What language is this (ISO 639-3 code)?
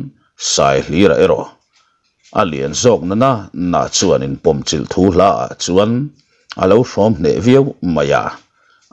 lus